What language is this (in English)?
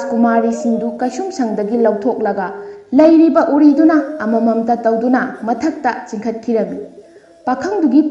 Manipuri